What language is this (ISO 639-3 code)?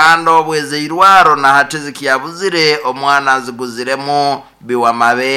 nyn